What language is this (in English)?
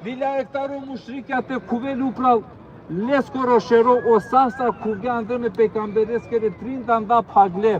Balkan Romani